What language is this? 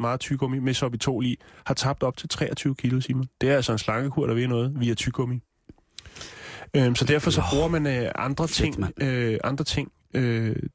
Danish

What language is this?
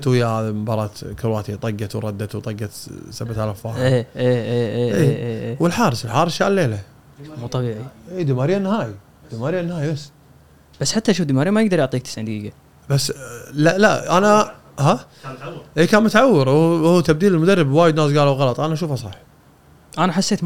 Gulf Arabic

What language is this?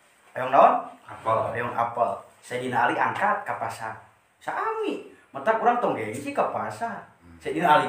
Sundanese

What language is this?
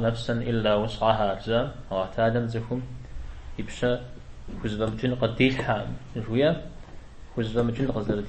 Kabardian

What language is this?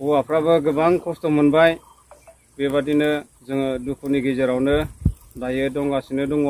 Bodo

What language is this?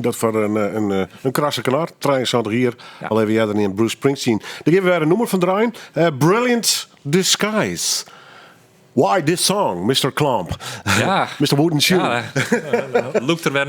Western Frisian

